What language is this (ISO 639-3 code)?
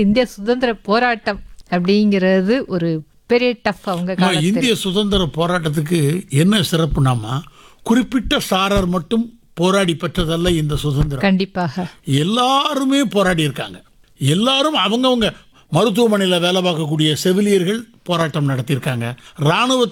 tam